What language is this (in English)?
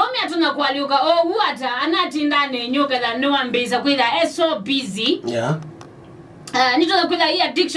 Kamba